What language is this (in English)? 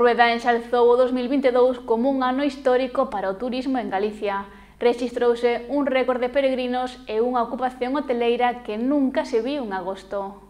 Galician